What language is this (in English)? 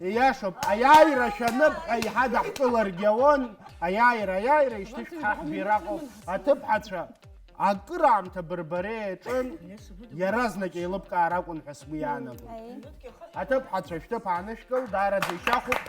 Abkhazian